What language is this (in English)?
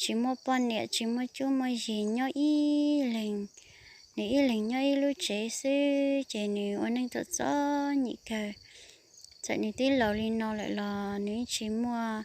Hmong